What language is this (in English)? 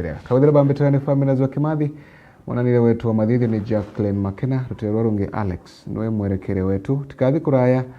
Meru